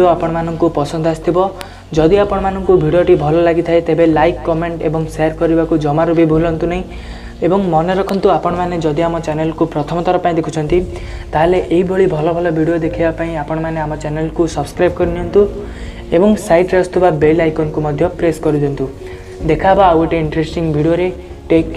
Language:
Odia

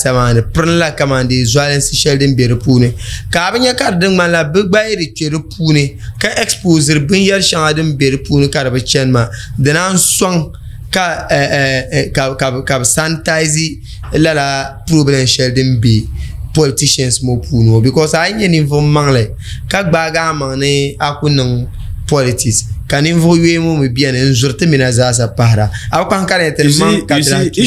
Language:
Dagbani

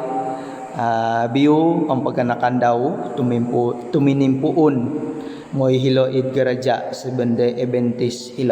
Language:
Central Dusun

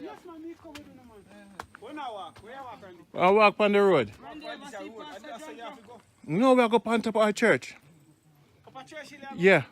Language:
Jamaican Creole English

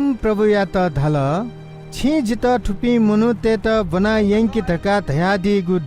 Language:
Newari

